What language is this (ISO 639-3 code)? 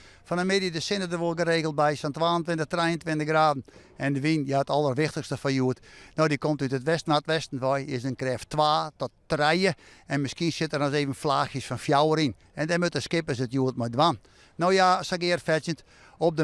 fry